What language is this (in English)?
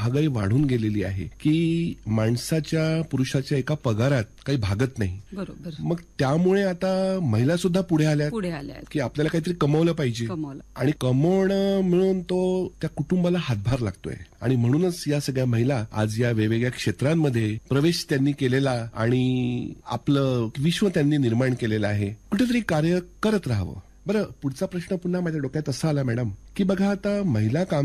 Marathi